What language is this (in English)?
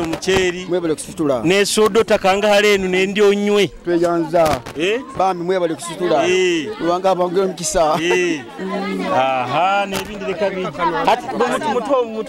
Nyoro